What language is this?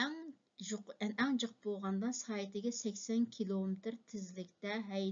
Uyghur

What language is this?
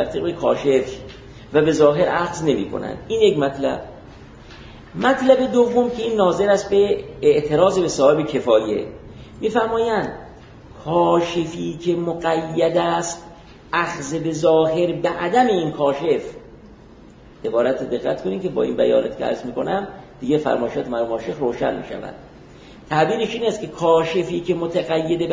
Persian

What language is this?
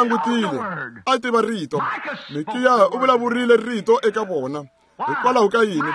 Tsonga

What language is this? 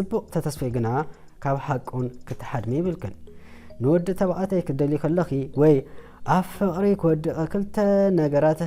Tigrinya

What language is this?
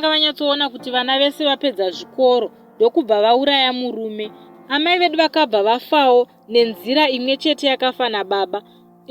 Shona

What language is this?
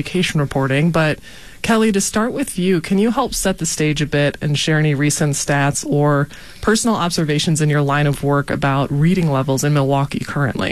English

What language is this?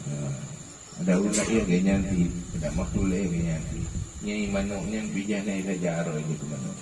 Achinese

